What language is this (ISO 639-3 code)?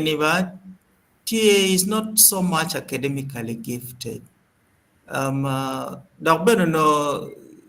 ach